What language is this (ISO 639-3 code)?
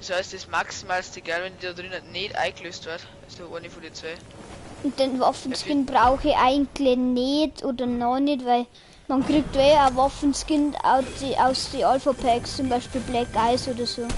bar